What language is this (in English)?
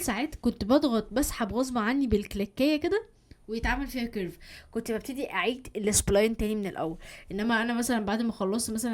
Egyptian Arabic